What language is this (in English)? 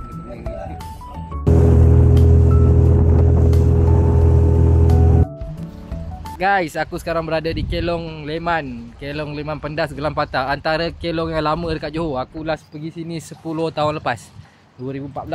Malay